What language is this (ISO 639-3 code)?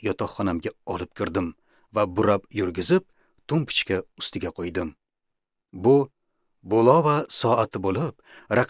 uzb